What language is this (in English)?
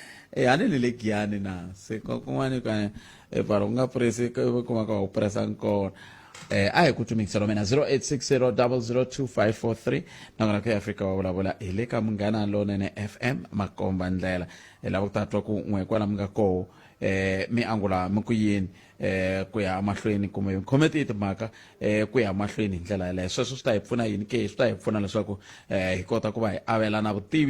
Tsonga